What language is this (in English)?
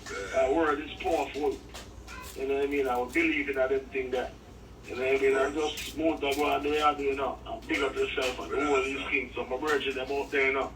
Jamaican Creole English